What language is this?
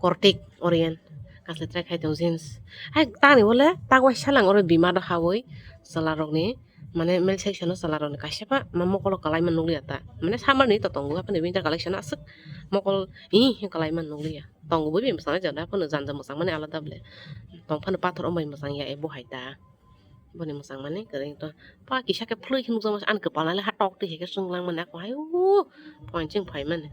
Kok Borok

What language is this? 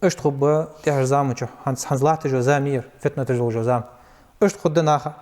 Ingush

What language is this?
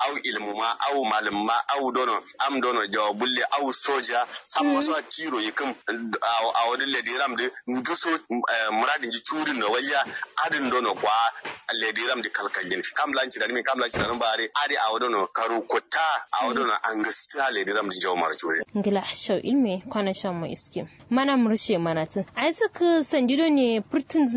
Kanuri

